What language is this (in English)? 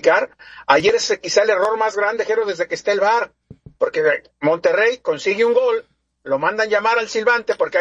Spanish